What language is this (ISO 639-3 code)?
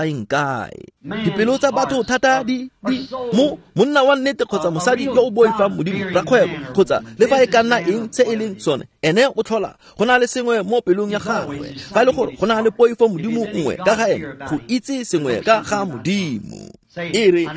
tsn